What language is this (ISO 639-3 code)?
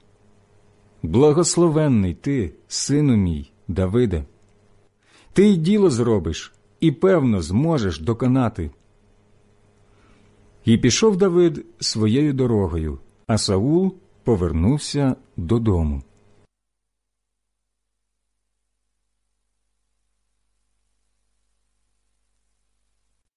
ukr